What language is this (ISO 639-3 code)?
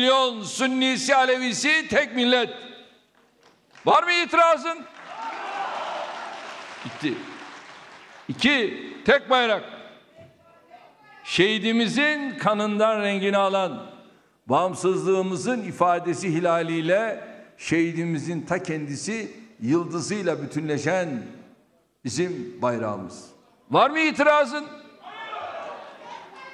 tur